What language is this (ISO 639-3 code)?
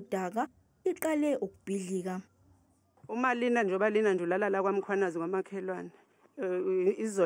zul